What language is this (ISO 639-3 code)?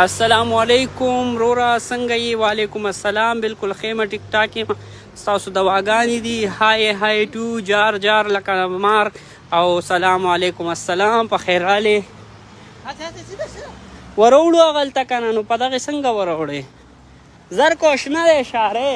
pus